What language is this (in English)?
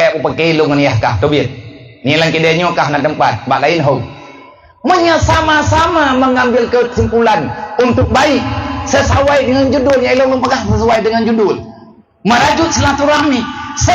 Achinese